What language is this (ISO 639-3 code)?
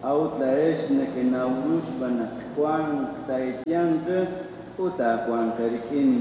kek